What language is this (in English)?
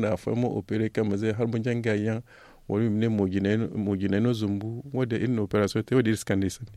Zarma